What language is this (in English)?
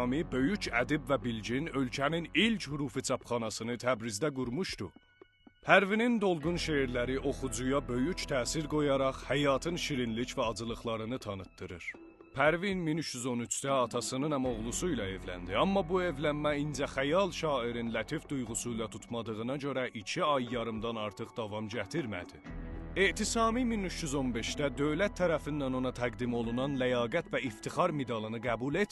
South Azerbaijani